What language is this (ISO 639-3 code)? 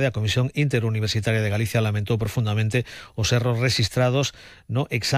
glg